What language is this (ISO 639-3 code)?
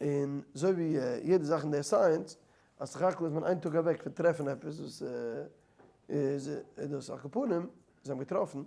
yid